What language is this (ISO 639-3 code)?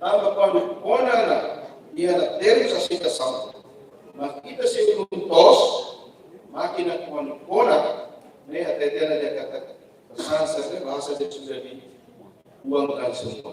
tet